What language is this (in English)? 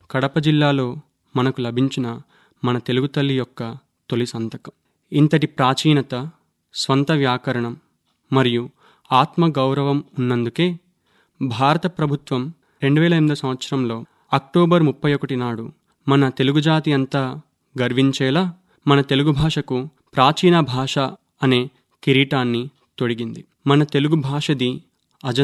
Telugu